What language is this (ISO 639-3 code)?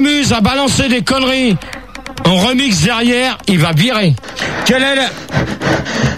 fra